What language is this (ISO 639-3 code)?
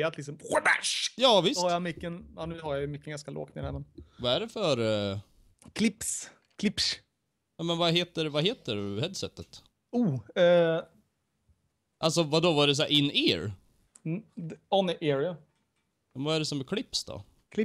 swe